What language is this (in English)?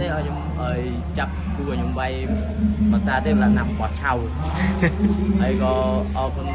Khmer